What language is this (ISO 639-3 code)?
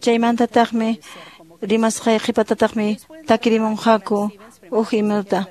que